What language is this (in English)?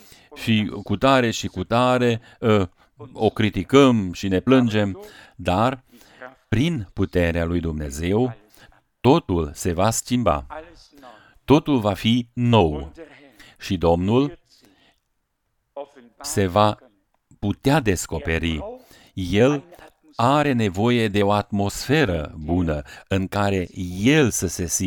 Romanian